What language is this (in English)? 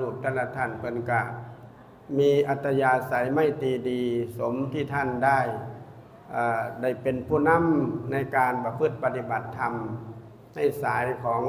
Northeastern Thai